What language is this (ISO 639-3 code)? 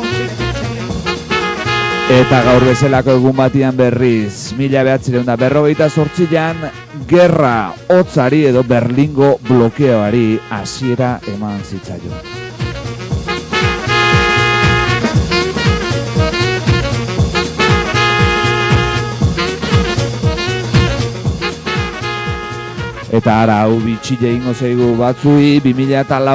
eus